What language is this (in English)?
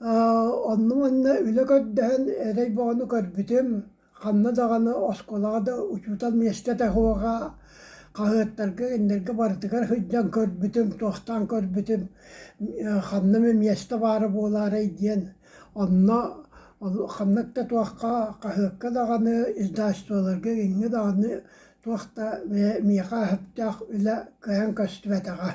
Yakut